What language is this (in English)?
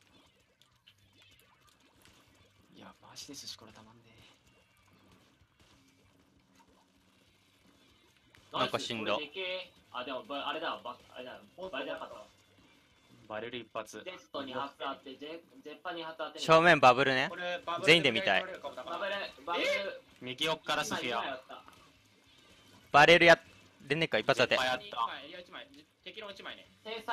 Japanese